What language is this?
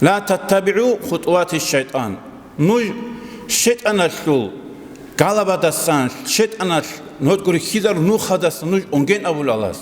Avaric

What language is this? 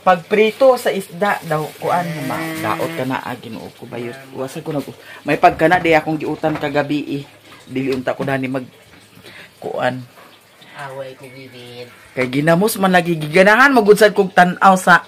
Cebuano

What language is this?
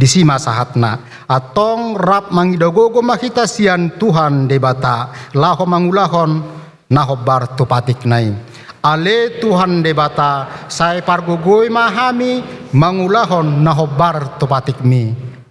Batak Toba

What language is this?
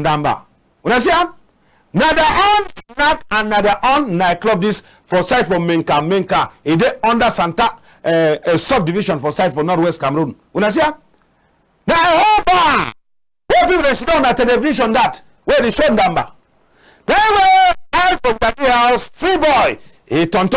Cameroon Pidgin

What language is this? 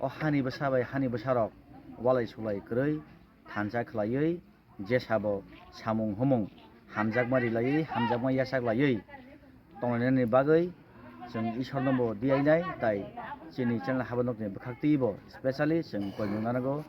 Kok Borok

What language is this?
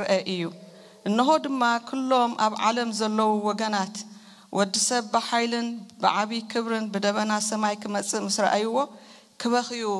Tigrinya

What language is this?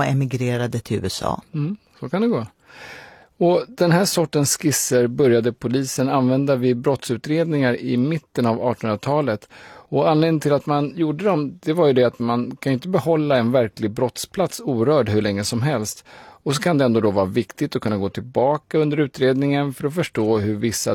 Swedish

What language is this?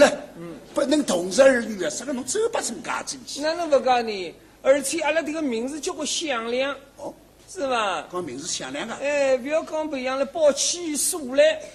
Wu Chinese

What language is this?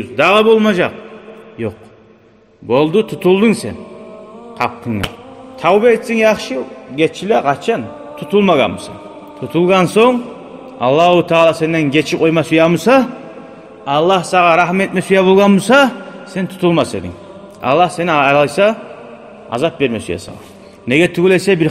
Kumyk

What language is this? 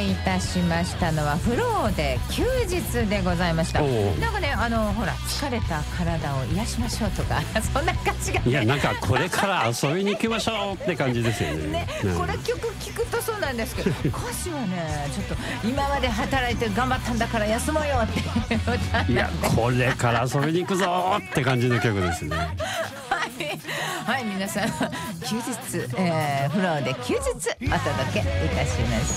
Japanese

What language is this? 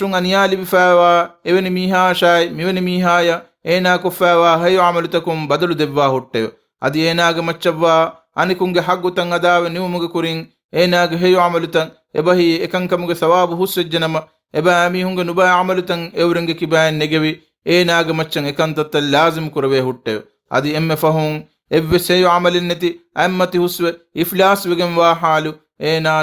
Divehi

